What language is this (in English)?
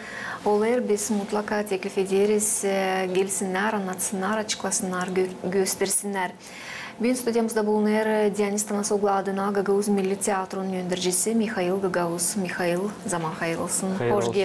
Gagauz